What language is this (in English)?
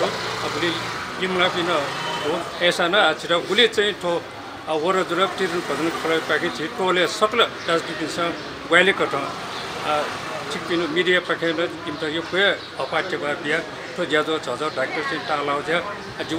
Newari